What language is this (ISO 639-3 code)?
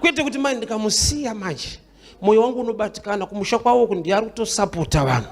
sna